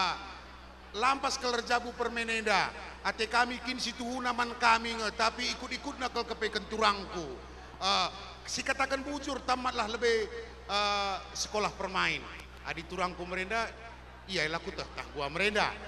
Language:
Batak Karo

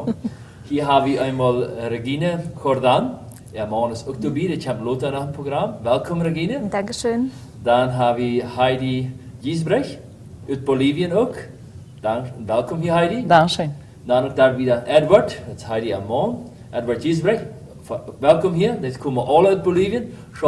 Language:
Plautdietsch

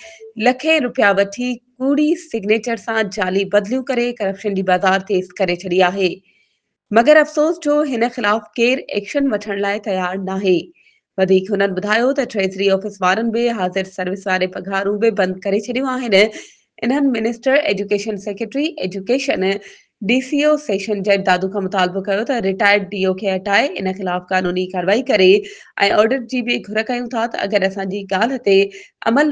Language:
Sindhi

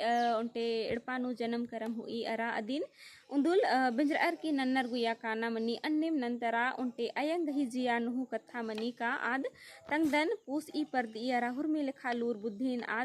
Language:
Kurukh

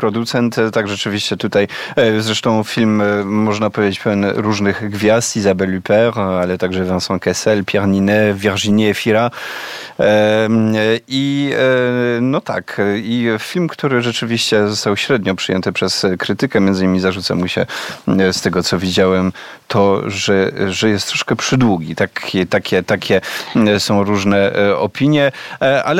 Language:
Polish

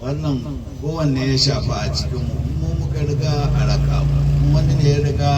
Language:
Hausa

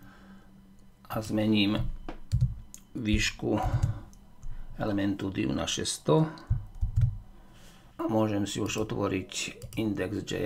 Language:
Slovak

